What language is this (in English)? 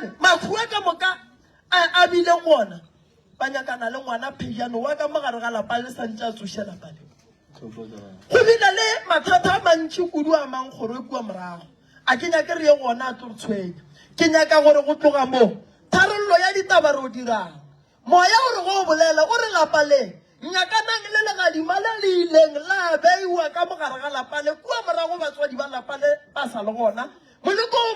Northern Sotho